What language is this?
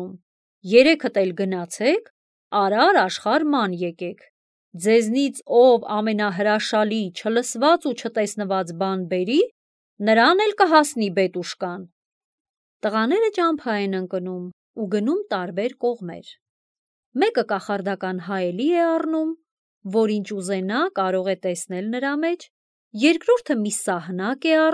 Armenian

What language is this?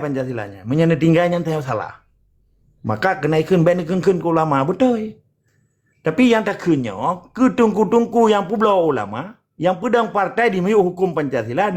Achinese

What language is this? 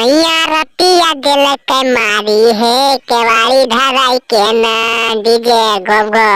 Magahi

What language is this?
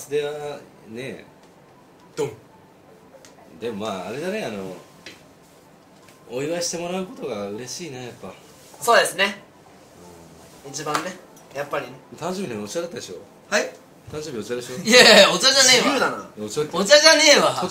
Japanese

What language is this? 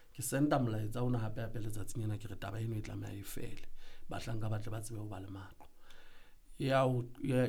Southern Sotho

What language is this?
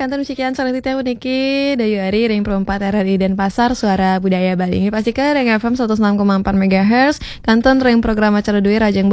Balinese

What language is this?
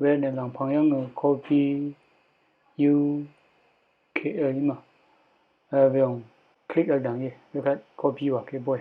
Rawang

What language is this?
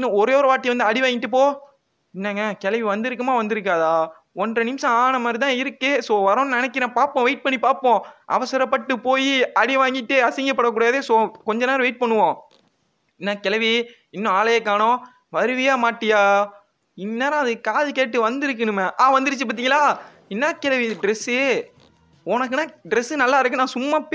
Tamil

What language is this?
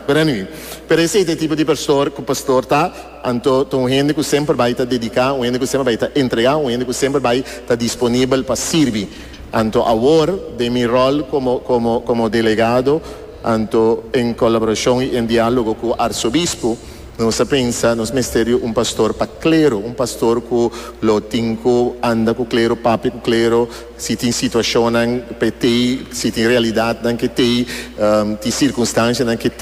Papiamento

